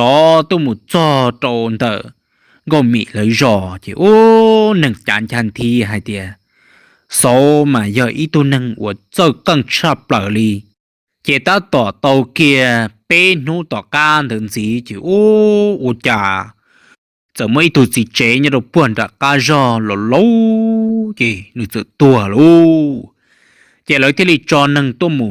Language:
Hmong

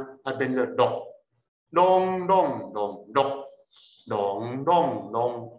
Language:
Min Nan Chinese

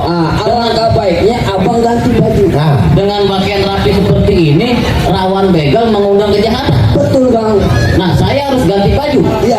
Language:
Betawi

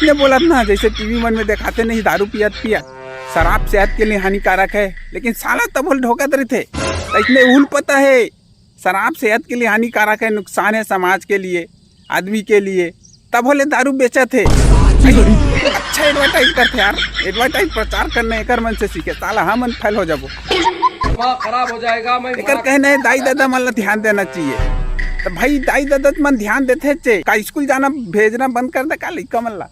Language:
Chhattisgarhi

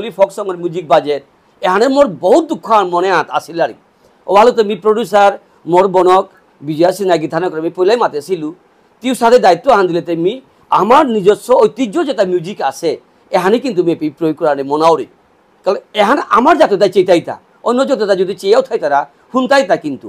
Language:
Bishnupriya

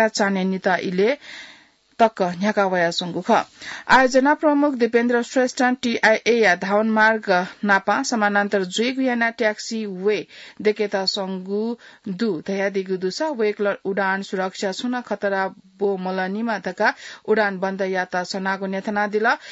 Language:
Newari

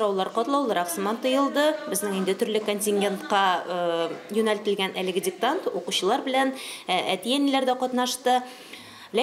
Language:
Tatar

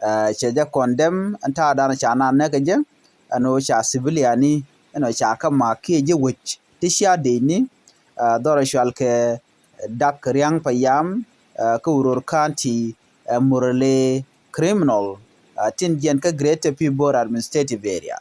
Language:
Nuer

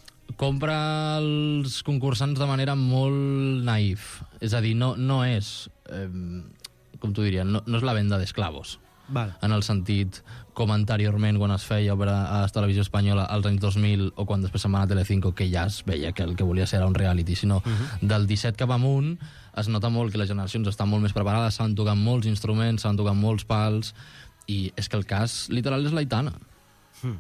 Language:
Catalan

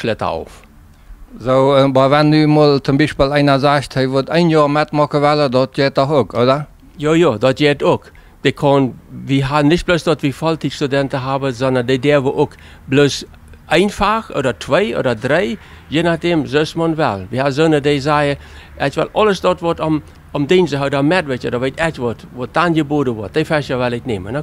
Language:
Plautdietsch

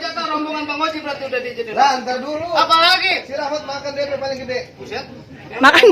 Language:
Betawi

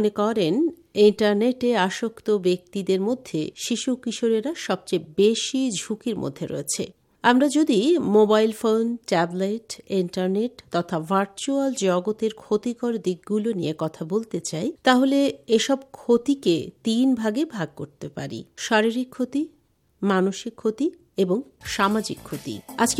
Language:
Bangla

